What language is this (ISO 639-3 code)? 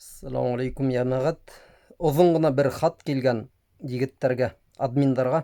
bak